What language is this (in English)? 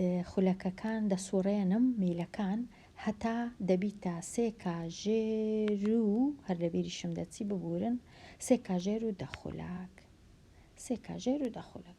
Central Kurdish